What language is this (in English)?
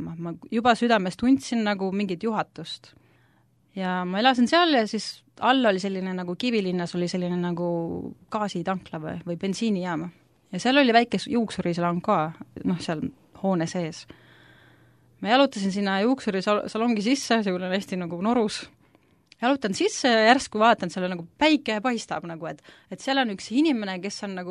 Estonian